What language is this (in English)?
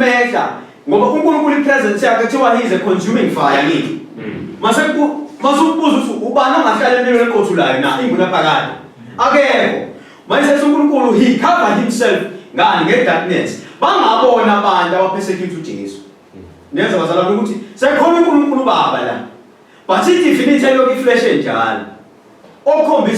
Zulu